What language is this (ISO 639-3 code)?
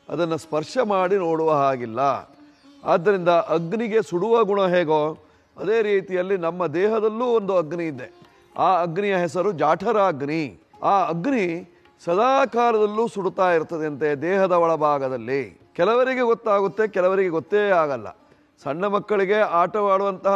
kan